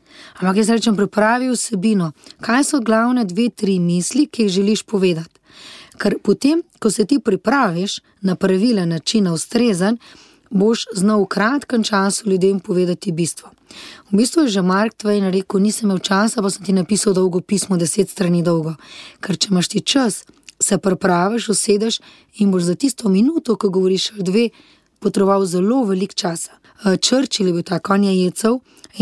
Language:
Slovenian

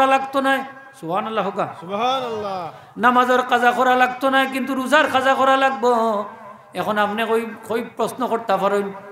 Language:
Sylheti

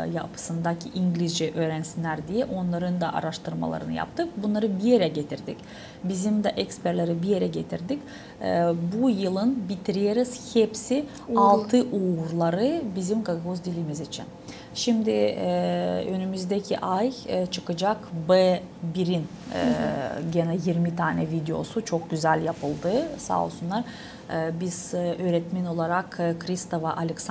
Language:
Gagauz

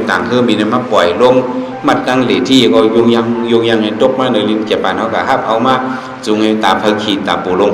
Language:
Shan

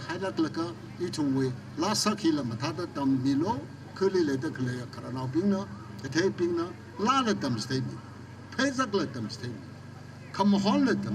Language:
Tangkhul Naga (India)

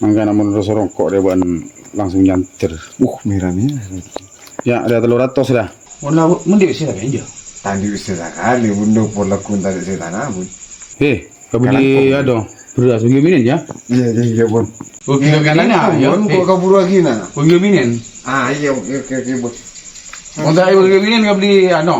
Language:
Madurese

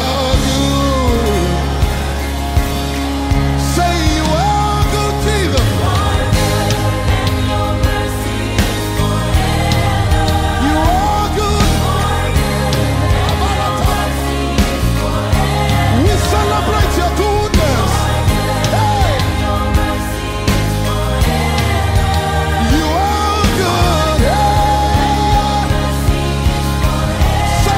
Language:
English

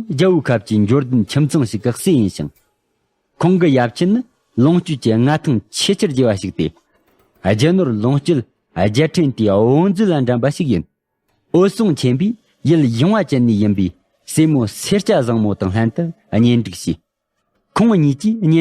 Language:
Tibetan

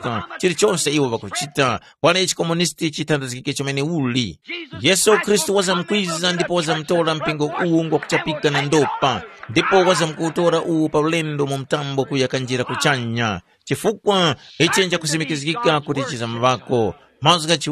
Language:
Tumbuka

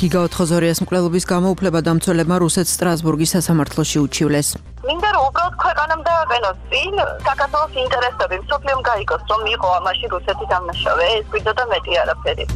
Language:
Georgian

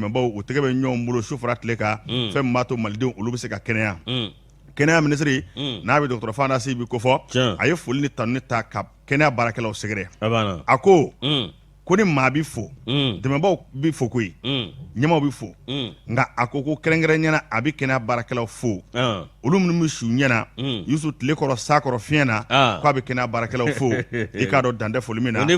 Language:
Bambara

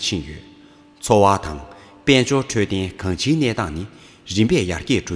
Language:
Tibetan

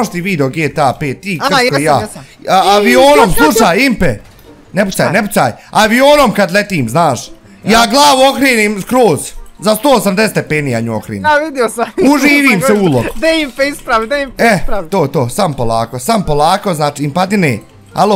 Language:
Bosnian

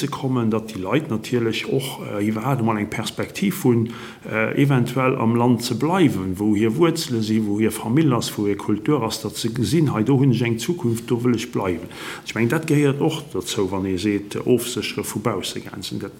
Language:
Luxembourgish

